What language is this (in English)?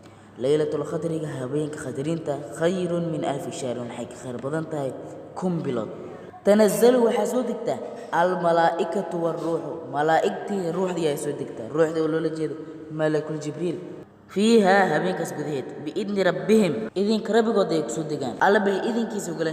Somali